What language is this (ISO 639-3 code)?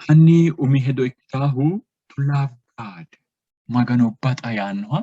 sid